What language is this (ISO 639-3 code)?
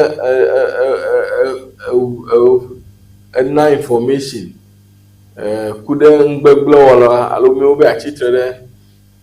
ewe